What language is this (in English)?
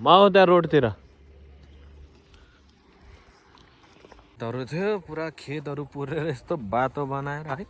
Nepali